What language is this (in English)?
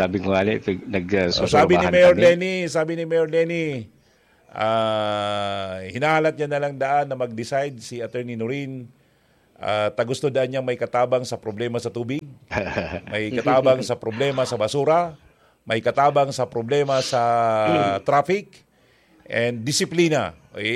Bikol